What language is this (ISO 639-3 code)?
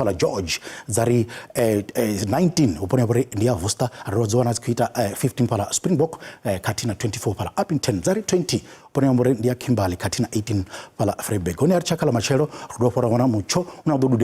ven